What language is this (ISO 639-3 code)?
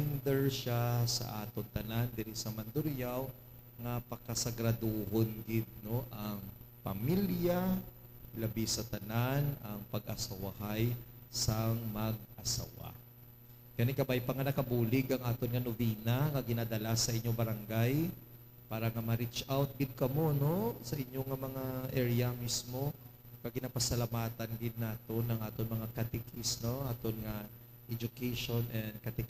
hil